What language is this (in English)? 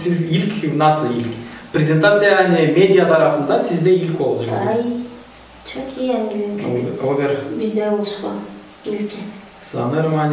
Gagauz